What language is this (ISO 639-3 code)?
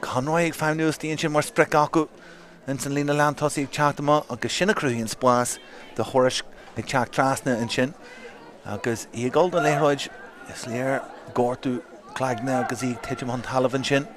gle